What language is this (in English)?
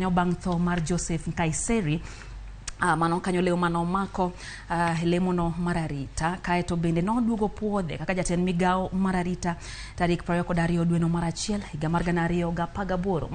Luo (Kenya and Tanzania)